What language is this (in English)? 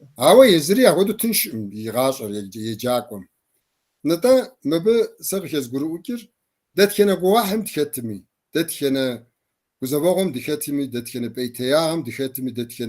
Kabardian